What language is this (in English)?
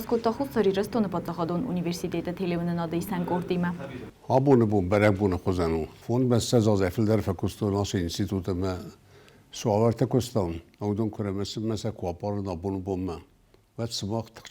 Ossetic